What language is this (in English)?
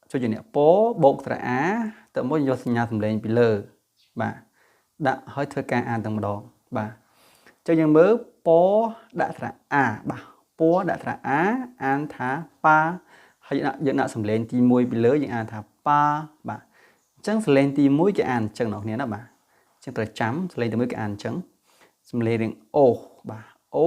Khmer